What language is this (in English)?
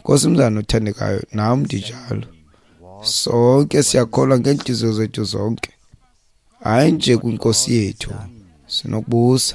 Xhosa